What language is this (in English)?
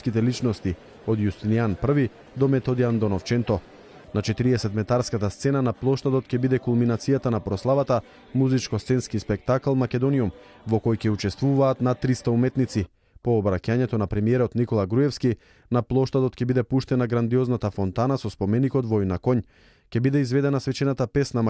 Macedonian